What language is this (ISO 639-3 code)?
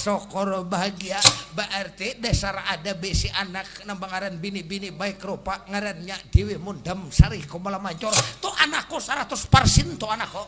bjn